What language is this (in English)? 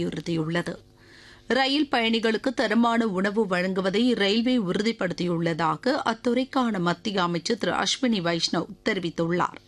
Tamil